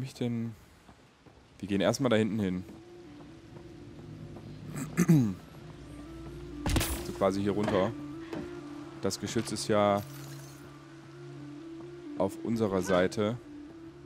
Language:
German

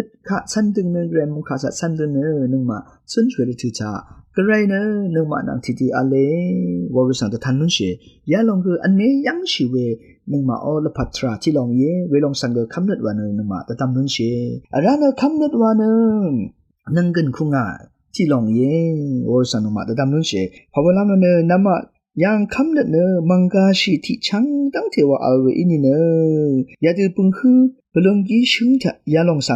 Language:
Rawang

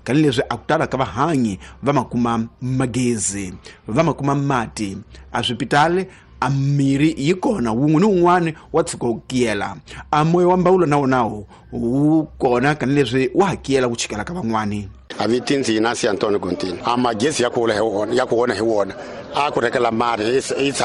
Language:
Tsonga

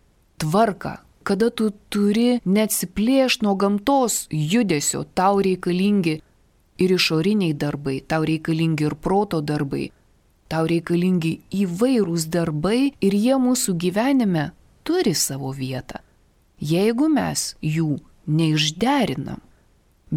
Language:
Lithuanian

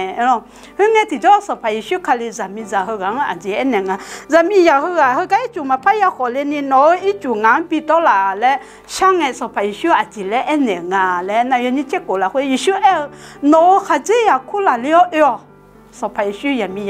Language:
Akha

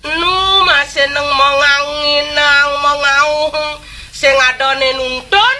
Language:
Balinese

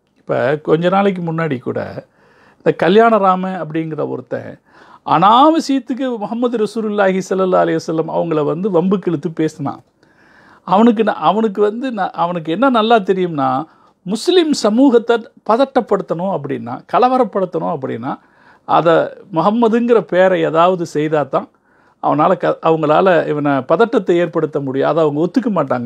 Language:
Tamil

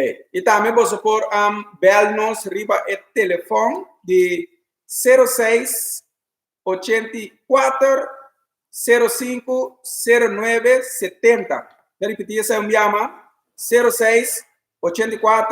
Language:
Papiamento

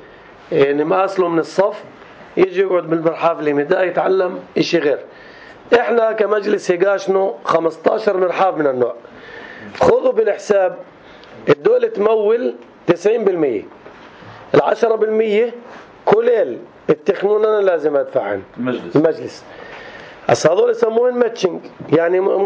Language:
North Levantine Arabic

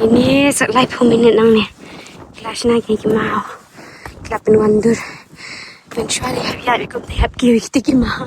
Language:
Khasi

